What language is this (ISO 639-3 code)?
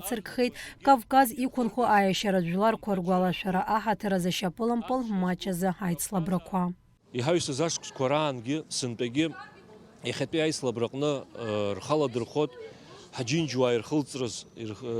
abk